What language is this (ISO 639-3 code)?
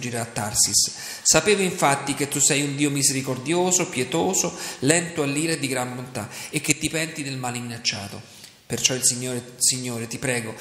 ita